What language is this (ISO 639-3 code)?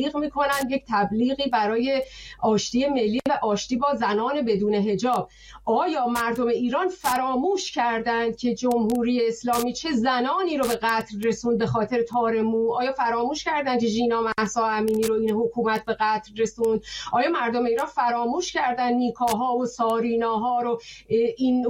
fas